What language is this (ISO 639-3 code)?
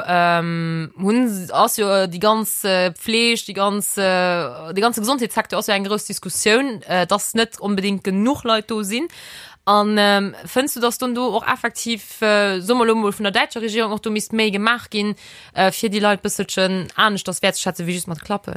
ltz